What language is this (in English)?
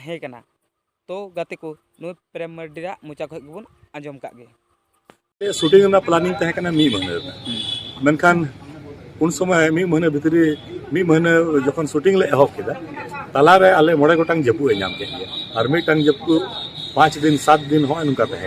Santali